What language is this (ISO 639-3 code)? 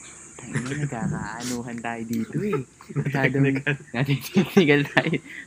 fil